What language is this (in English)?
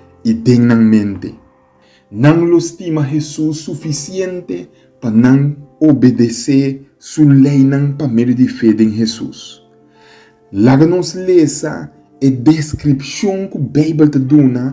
Papiamento